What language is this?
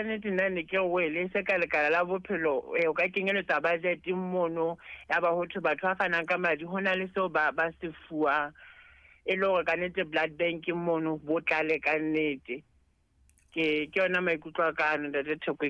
Southern Sotho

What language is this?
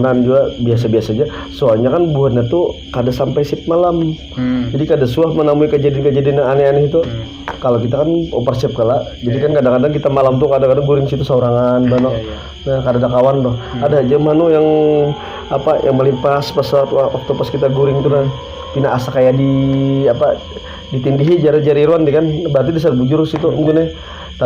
Banjar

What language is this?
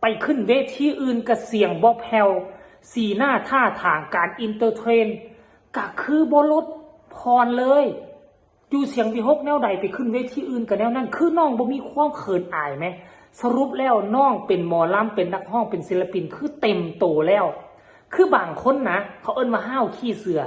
Northeastern Thai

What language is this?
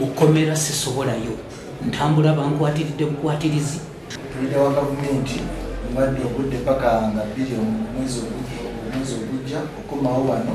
Ganda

